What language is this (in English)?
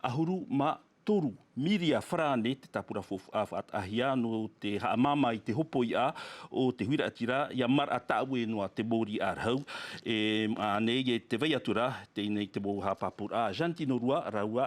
Tahitian